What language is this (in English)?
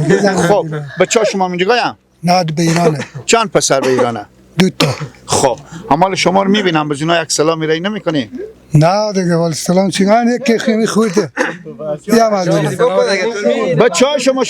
Persian